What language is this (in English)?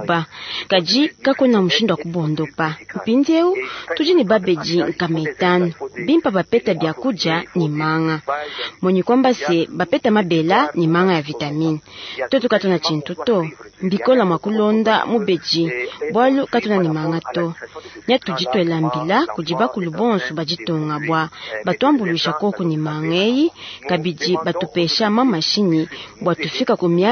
Luba-Lulua